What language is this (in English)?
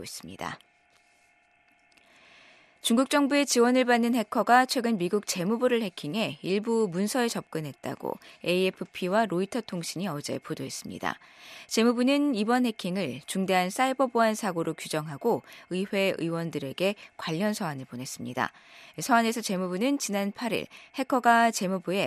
Korean